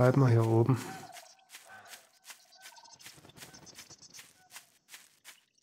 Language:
German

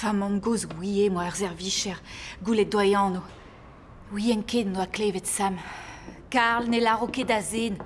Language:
Breton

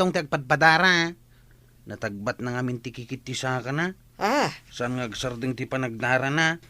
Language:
Iloko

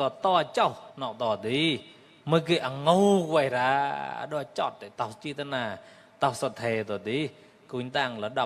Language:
Mon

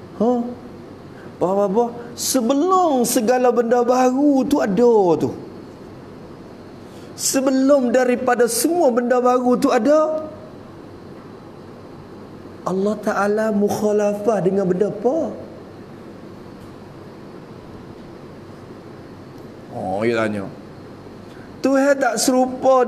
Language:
Malay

